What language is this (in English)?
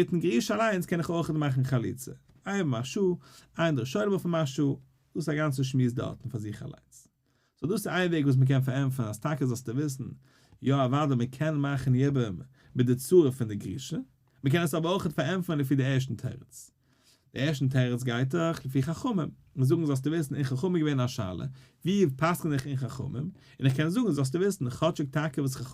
Yiddish